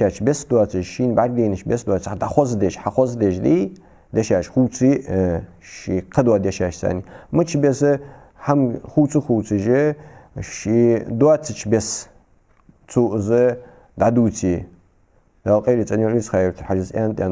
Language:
Ingush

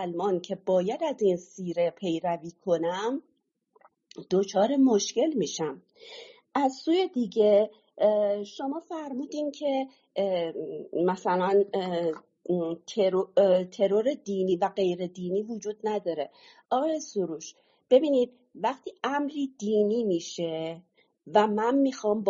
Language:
Persian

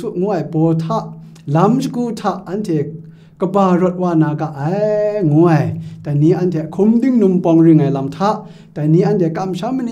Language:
Kachin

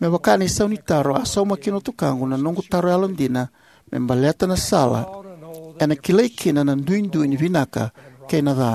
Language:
Fijian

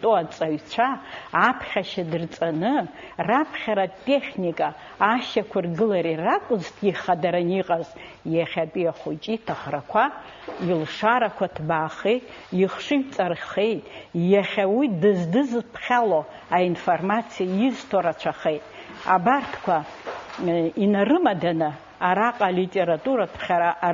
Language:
Abkhazian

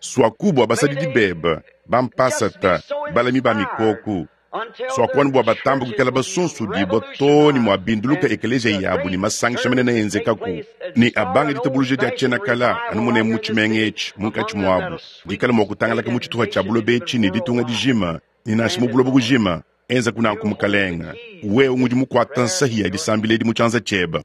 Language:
Luba-Lulua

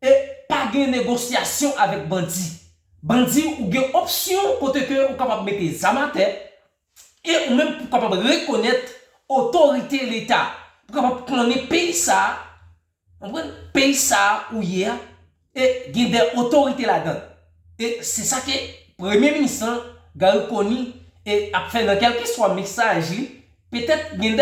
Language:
Haitian Creole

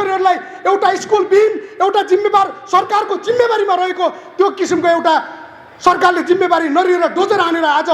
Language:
Nepali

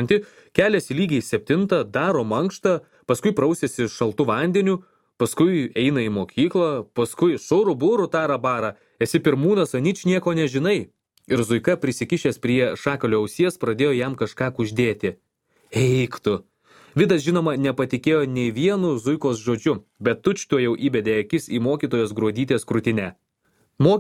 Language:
Lithuanian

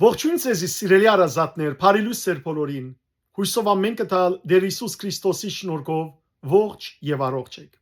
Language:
Western Armenian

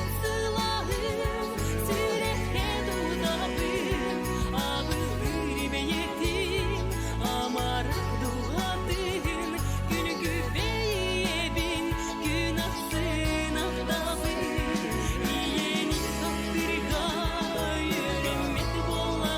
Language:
Yakut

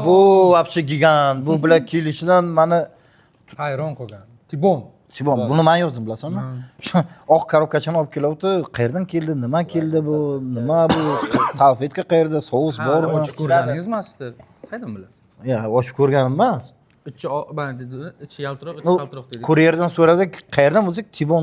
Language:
Uzbek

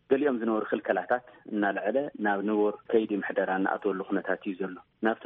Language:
Tigrinya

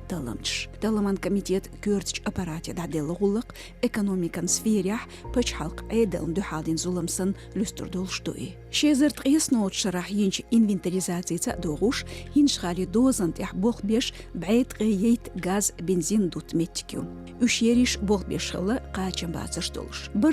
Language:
Chechen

